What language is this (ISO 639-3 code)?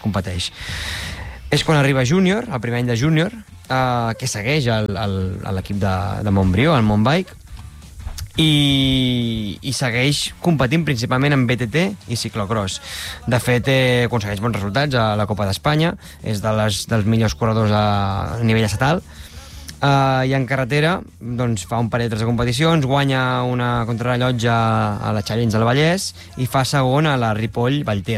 cat